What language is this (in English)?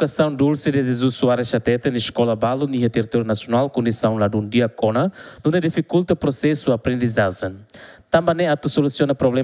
Tetum